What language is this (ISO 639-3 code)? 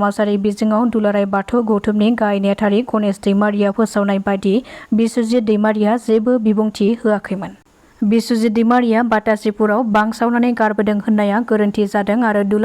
brx